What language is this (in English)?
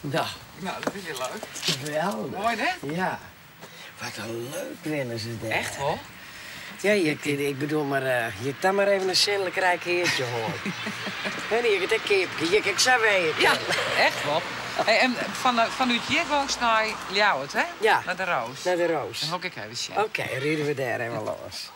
Western Frisian